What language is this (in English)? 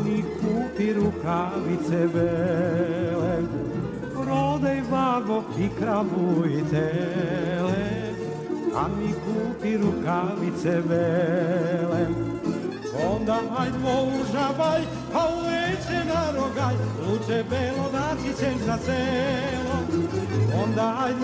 Serbian